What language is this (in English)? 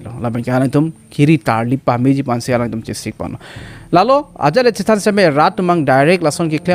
Karbi